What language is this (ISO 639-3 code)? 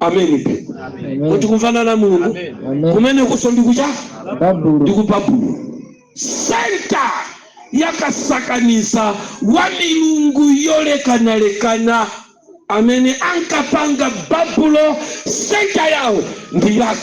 nya